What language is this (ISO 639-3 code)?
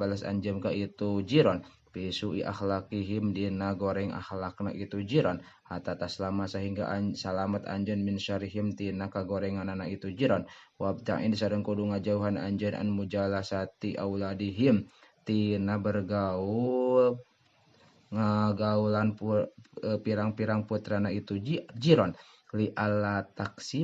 sun